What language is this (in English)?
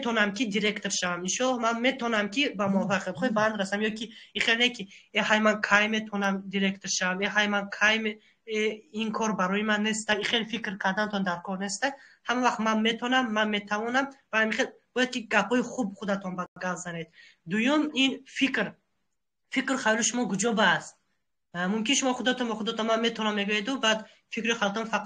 Tajik